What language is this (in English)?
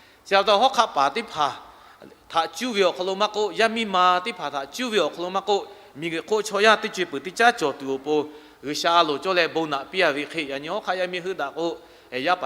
Lahu